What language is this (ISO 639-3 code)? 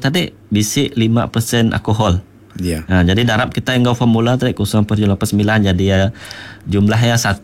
iba